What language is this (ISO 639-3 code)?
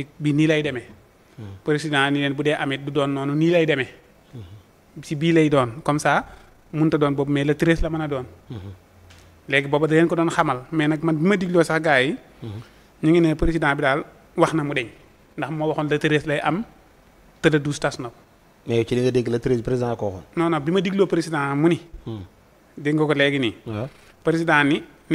wol